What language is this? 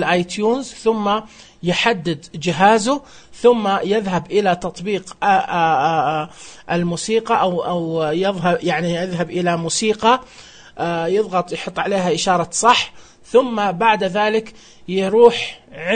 Najdi Arabic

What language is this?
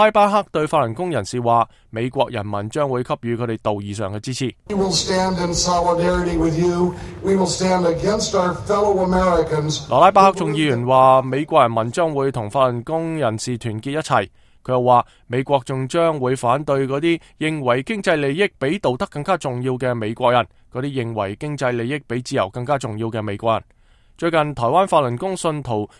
Cantonese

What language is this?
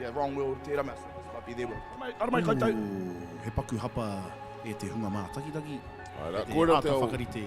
Māori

